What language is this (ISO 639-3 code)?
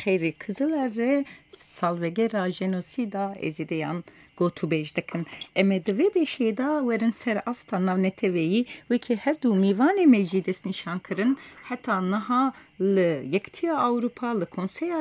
kur